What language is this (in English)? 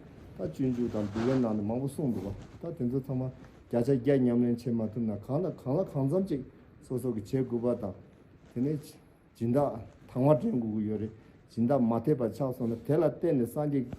Tibetan